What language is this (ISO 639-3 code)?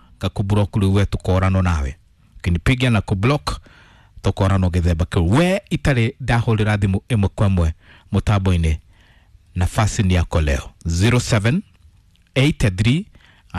kik